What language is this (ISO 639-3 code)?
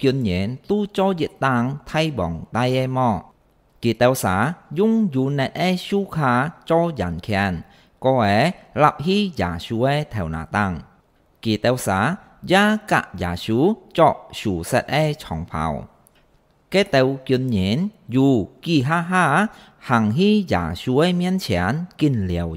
hak